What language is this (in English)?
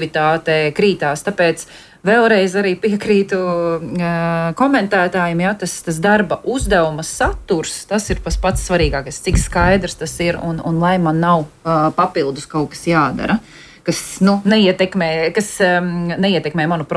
Latvian